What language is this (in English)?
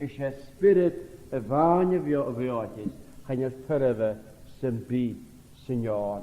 Scottish Gaelic